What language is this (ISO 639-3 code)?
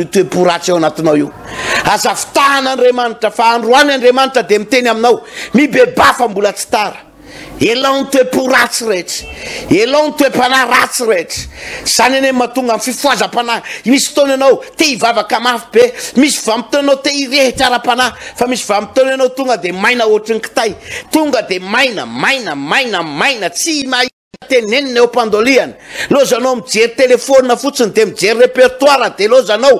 mlg